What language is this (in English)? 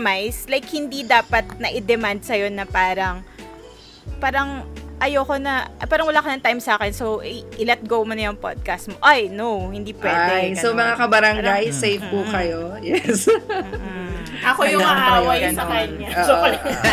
Filipino